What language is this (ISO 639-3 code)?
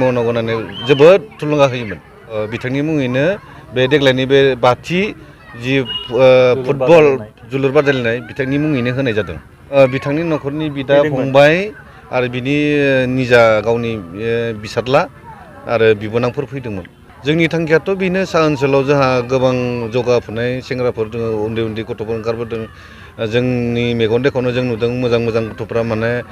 brx